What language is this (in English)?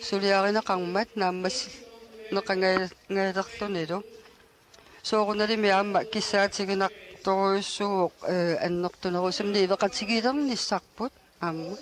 Kalaallisut